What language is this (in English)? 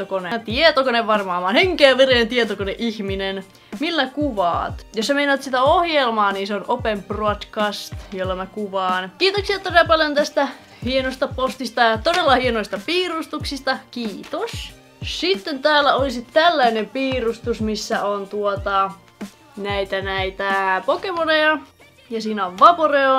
Finnish